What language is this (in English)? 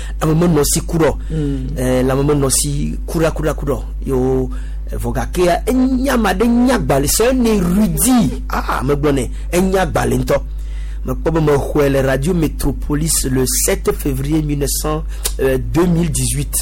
Gen